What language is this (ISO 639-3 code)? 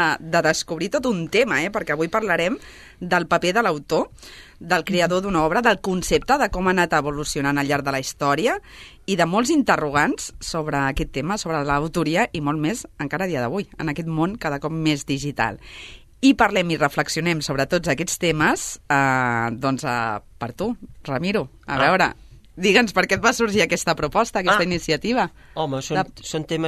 cat